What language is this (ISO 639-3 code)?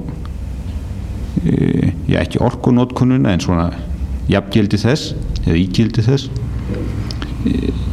isl